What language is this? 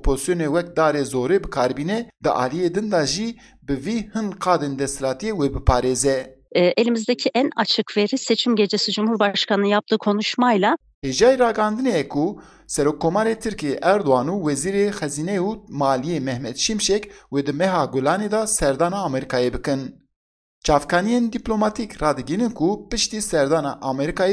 Kurdish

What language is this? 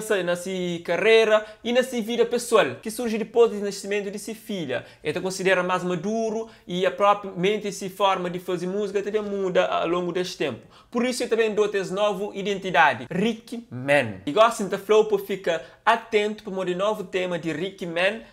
Kabuverdianu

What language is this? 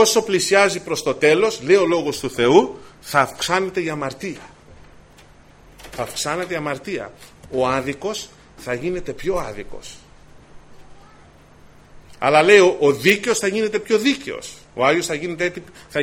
Greek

